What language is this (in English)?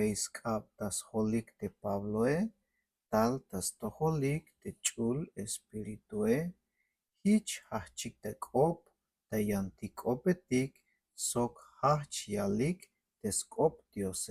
Tzeltal